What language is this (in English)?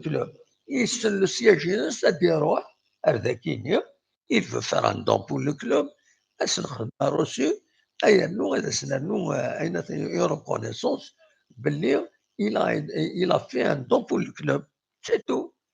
Kabyle